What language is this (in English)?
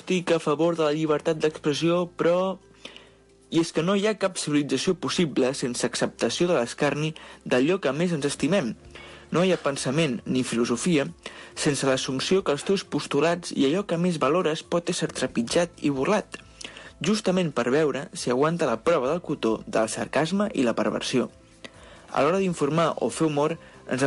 Catalan